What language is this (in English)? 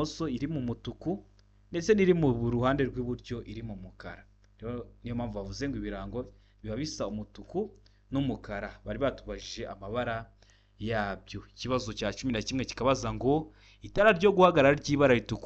Kinyarwanda